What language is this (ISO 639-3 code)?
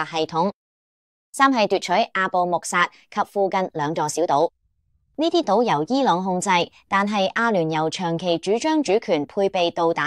yue